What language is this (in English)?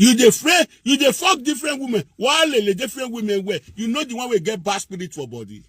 Nigerian Pidgin